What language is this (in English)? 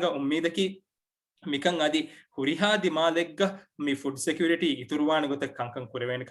Divehi